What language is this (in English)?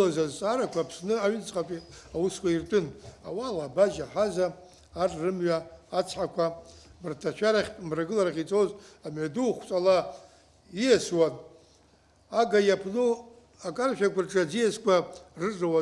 Abkhazian